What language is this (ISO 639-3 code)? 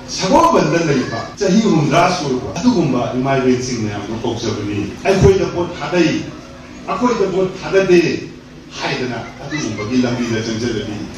mni